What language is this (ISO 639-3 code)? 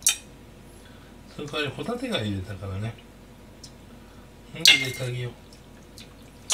jpn